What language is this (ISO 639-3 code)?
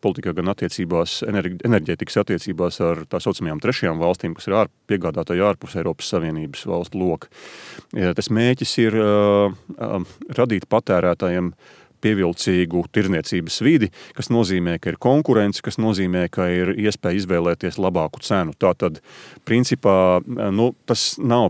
lav